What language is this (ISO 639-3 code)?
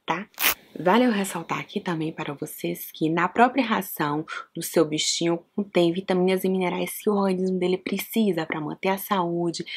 por